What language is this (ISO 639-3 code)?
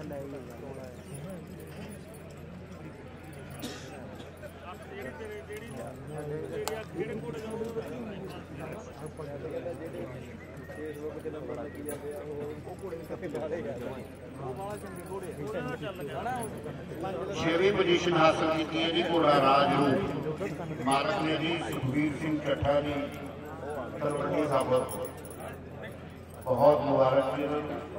pan